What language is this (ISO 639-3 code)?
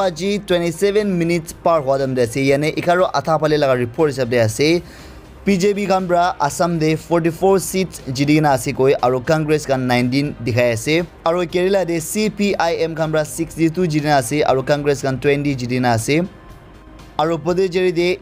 nag